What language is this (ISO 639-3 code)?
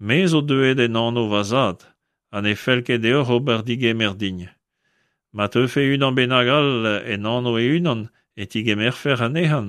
bre